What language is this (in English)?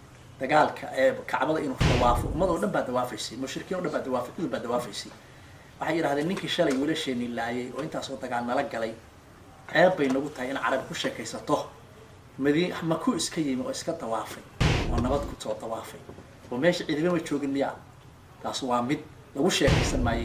Somali